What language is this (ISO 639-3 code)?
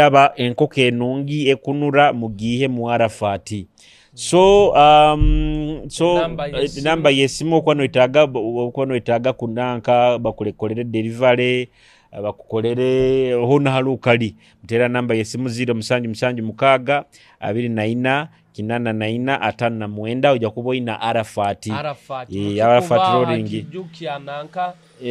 nyo